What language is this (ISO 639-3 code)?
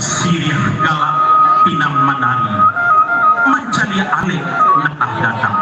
min